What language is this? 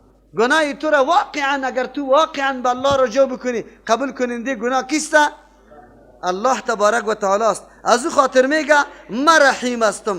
Persian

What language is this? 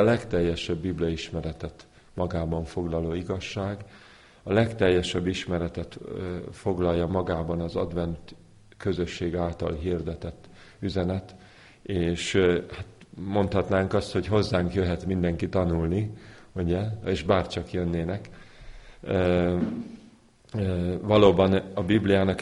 Hungarian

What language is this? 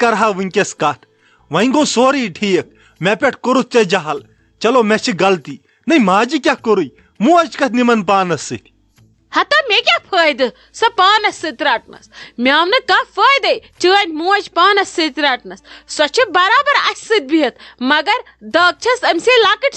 Kashmiri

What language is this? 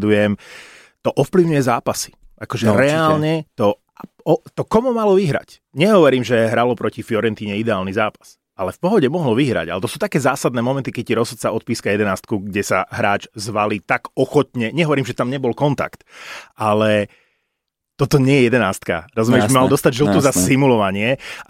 Slovak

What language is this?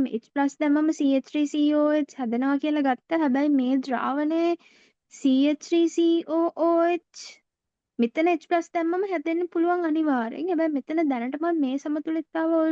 Sinhala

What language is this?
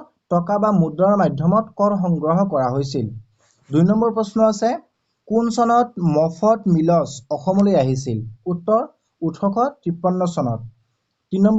Assamese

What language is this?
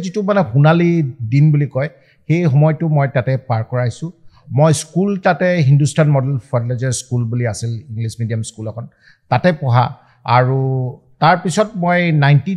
Assamese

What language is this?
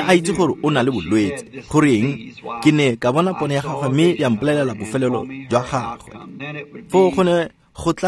Tswana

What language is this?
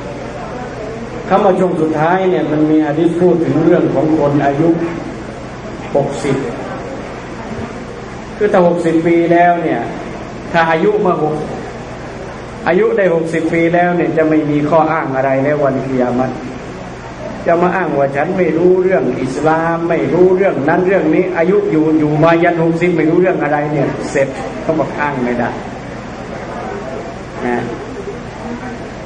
Thai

